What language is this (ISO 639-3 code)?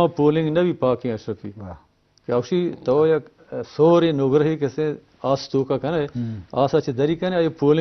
bgp